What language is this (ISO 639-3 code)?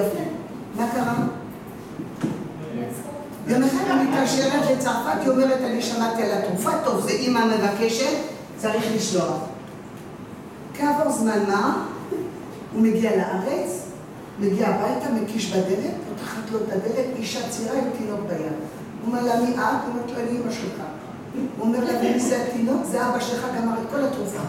heb